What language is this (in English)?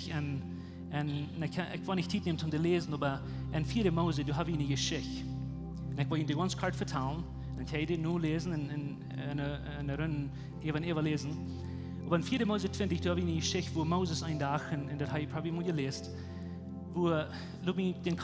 Plautdietsch